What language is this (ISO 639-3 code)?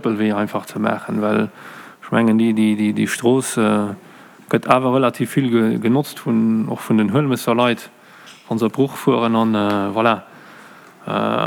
ltz